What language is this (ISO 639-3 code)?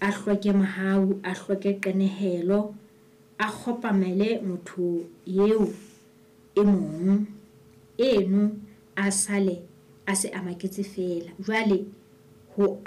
sot